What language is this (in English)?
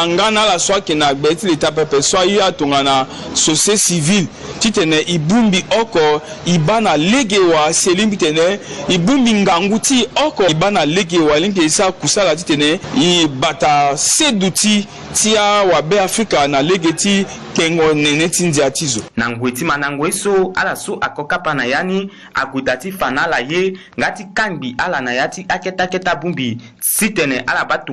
Sango